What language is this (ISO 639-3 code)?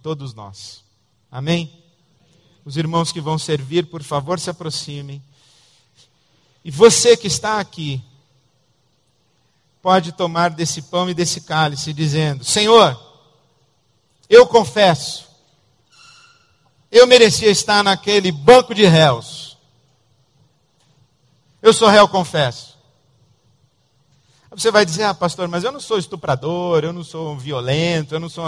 por